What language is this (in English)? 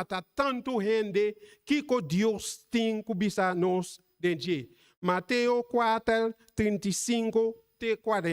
Papiamento